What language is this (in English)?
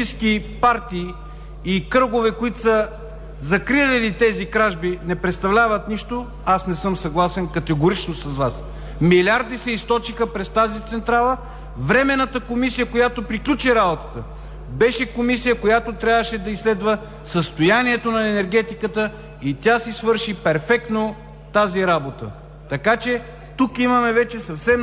Bulgarian